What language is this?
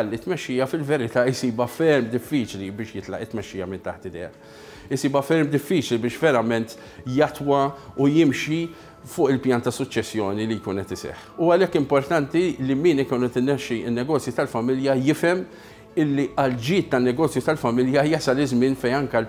Maltese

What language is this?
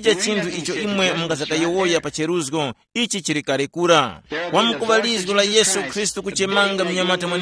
Tumbuka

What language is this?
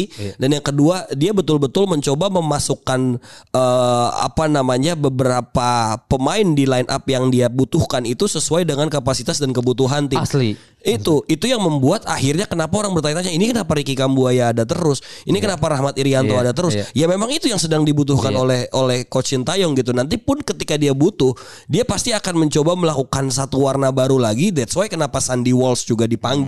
Indonesian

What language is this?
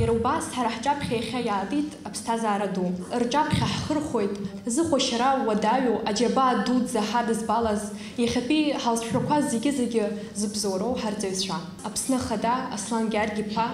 Abkhazian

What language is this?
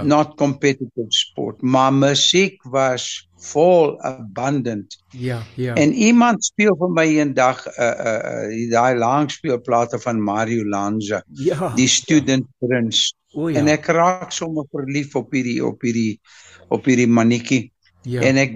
Afrikaans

